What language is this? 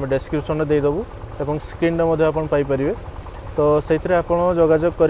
Odia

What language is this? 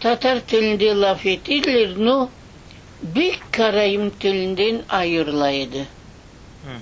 Crimean Tatar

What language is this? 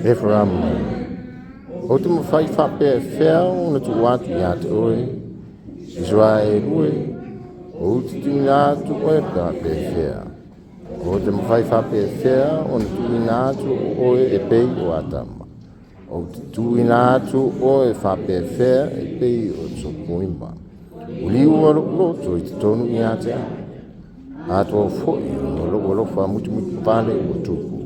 Samoan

